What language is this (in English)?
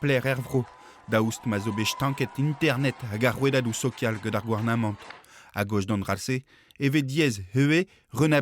Breton